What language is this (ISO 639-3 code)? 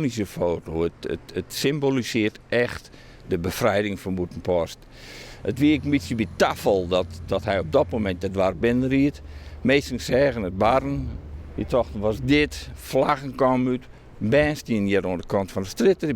fry